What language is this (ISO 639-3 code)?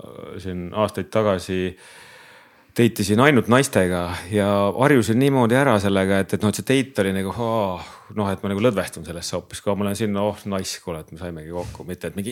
est